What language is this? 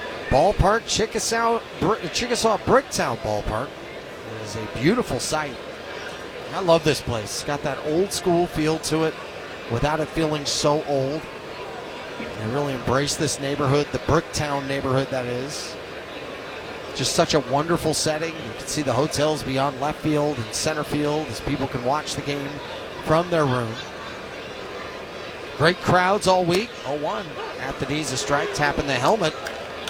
English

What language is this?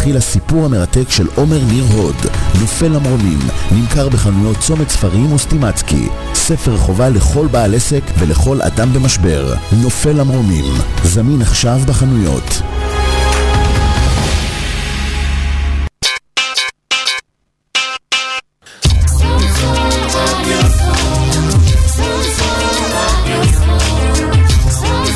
Hebrew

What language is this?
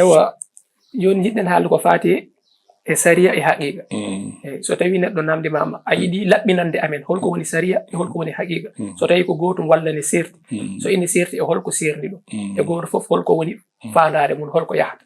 Fula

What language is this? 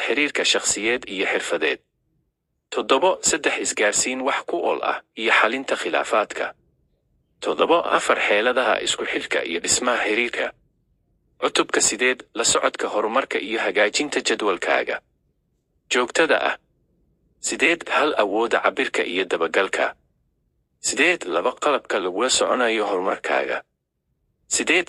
Somali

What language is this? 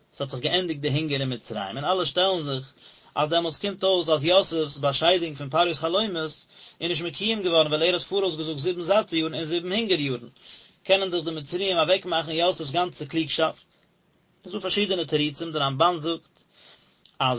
Yiddish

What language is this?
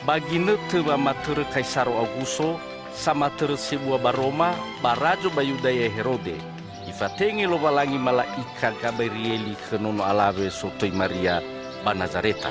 Nias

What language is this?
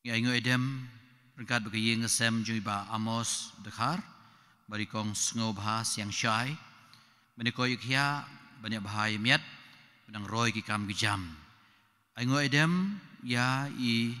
Khasi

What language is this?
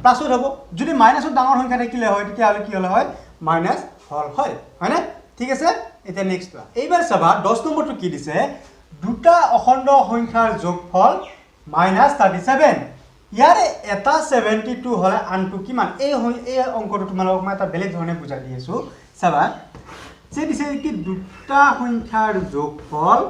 Assamese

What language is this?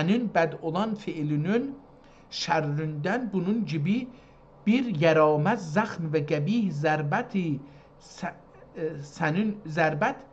South Azerbaijani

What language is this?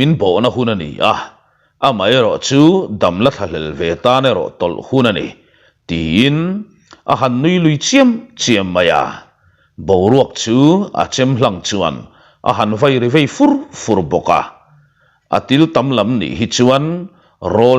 Mizo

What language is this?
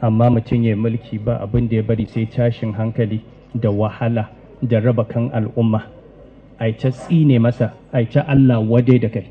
Hausa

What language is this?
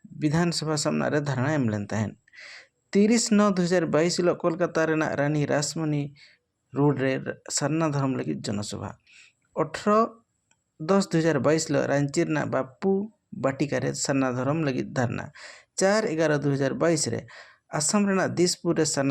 Santali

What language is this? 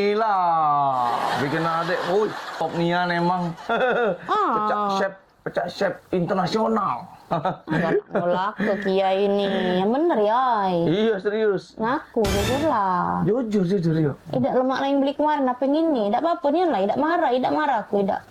Musi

